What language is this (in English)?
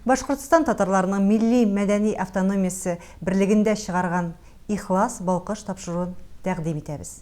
Tatar